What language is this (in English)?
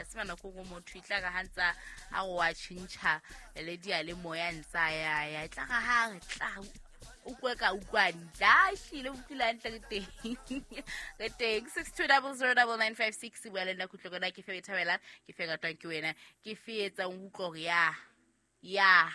Southern Sotho